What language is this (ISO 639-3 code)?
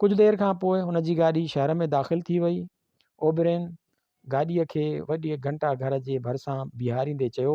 snd